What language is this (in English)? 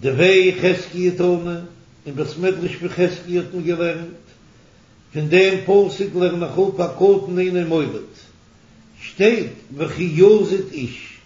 Yiddish